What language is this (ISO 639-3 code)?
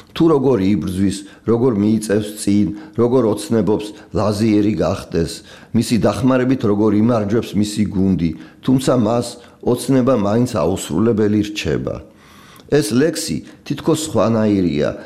kat